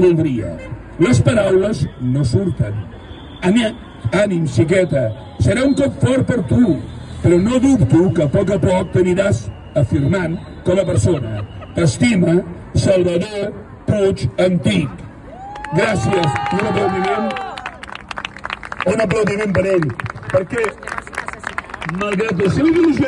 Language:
Catalan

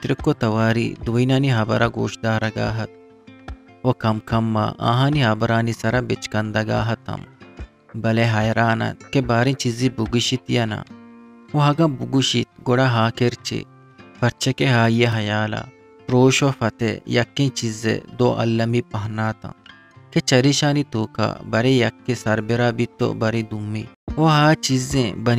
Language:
Eastern Balochi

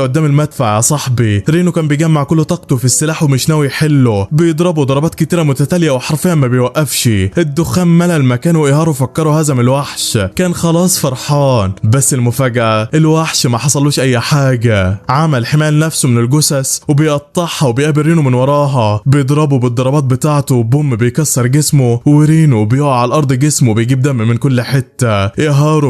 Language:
Egyptian Arabic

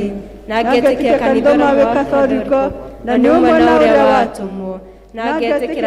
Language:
Kikuyu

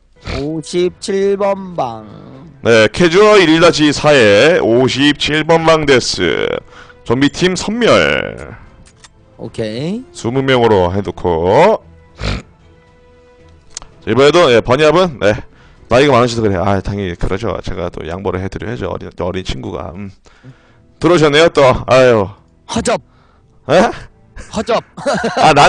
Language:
Korean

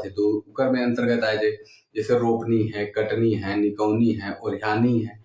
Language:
Sadri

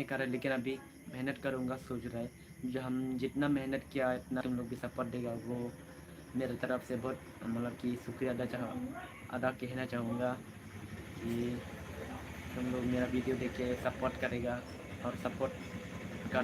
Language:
Karbi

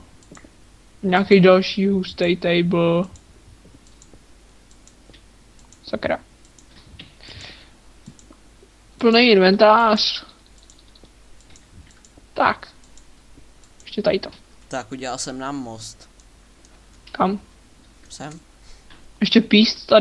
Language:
Czech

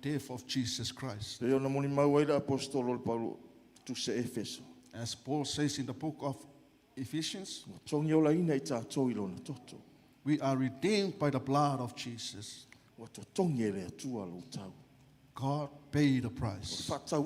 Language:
Samoan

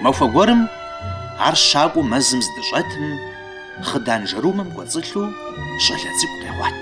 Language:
Kabardian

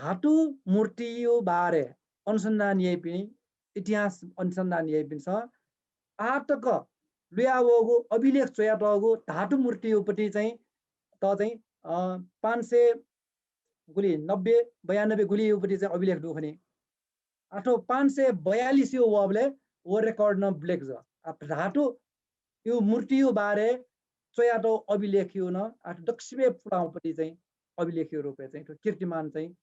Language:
Newari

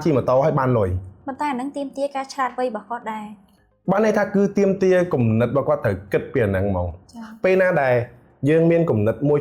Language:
Khmer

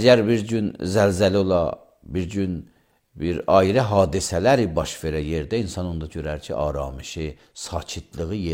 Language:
Azerbaijani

